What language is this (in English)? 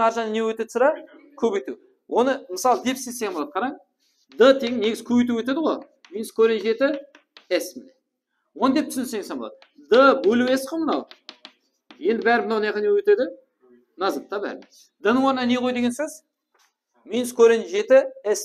Kara-Kalpak